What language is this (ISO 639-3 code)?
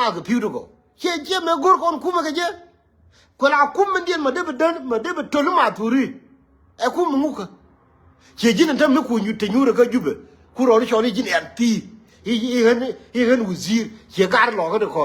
nus